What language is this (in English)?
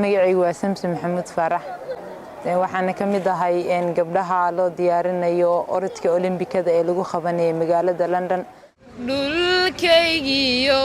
Somali